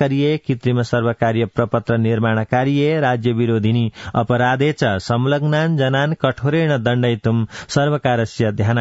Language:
Sanskrit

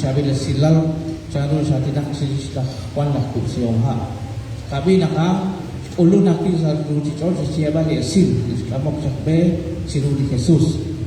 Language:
Kekchí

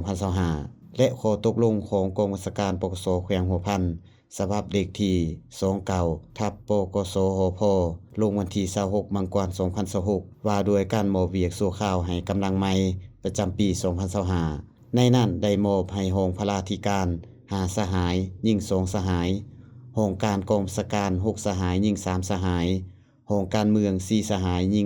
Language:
Lao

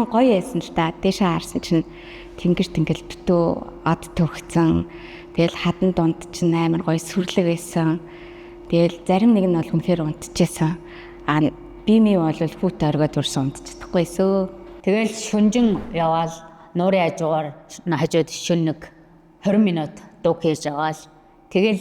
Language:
Mongolian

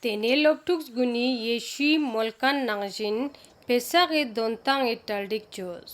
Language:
Ladakhi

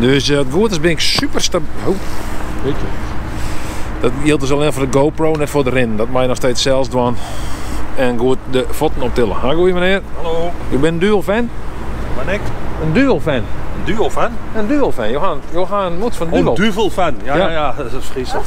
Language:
Western Frisian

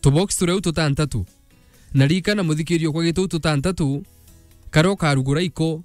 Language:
Meru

